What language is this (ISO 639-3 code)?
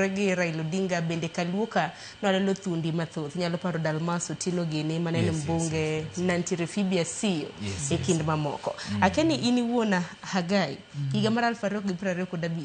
luo